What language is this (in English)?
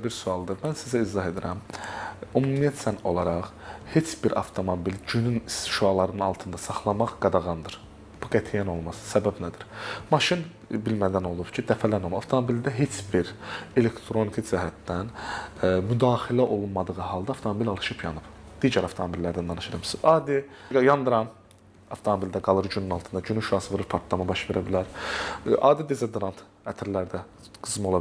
Azerbaijani